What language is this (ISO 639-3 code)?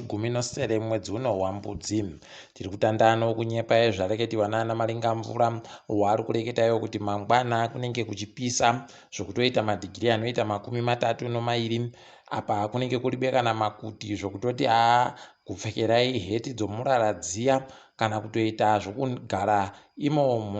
ndc